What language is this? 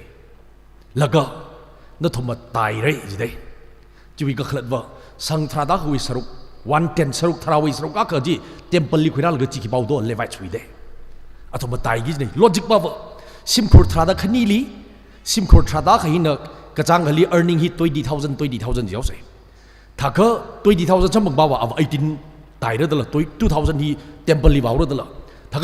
Tangkhul Naga (India)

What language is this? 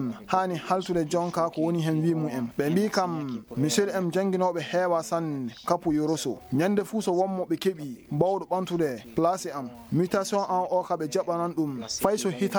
Maasina Fulfulde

